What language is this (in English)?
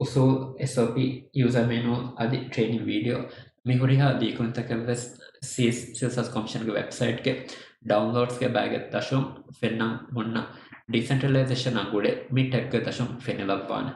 Divehi